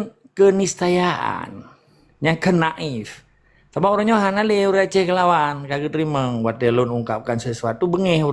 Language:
Achinese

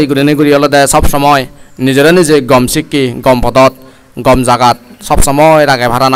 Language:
Chakma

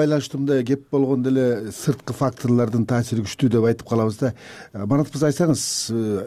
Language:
Kyrgyz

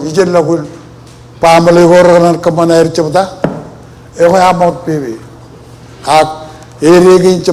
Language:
Marshallese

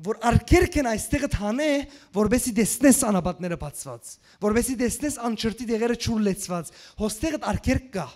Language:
Western Armenian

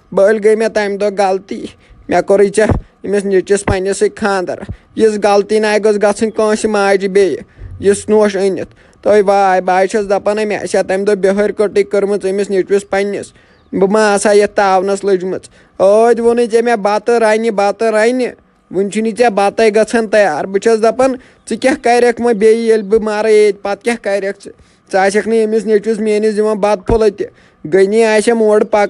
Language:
Kashmiri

